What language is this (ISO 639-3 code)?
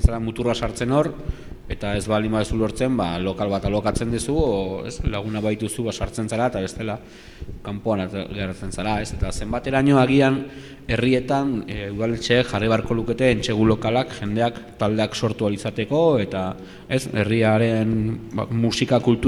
eus